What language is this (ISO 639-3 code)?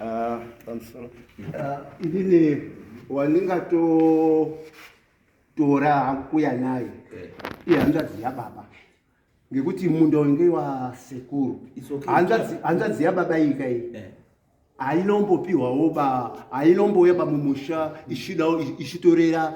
sna